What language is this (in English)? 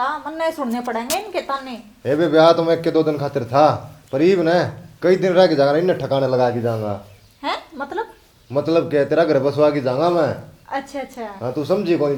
Haryanvi